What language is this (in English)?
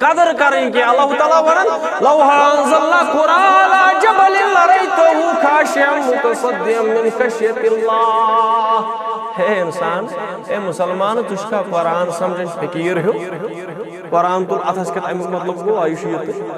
Kashmiri